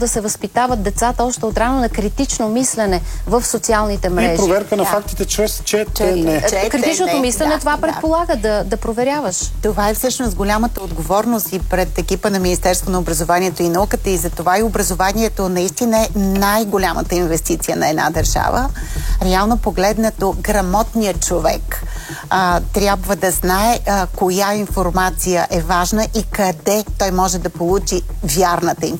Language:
Bulgarian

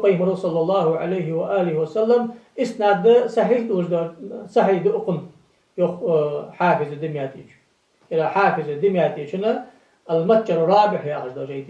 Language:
Ingush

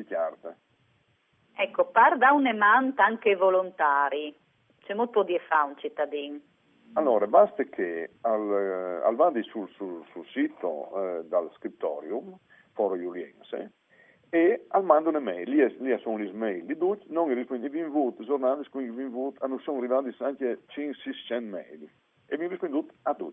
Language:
Friulian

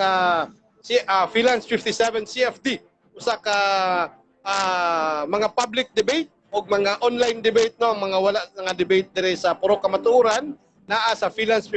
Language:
Cebuano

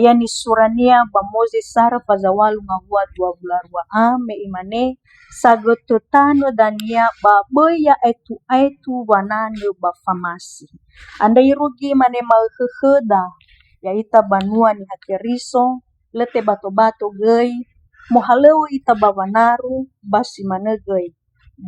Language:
Nias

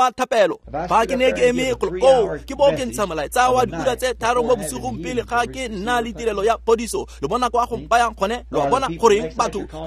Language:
Tswana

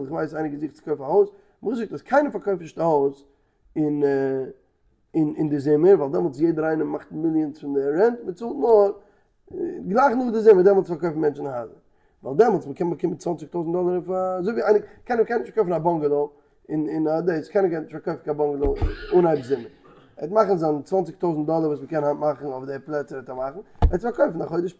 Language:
Yiddish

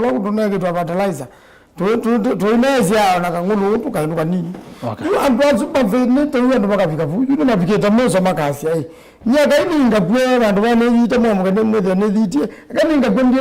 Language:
Kamba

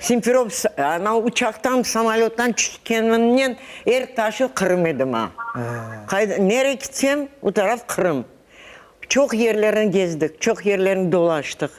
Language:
Crimean Tatar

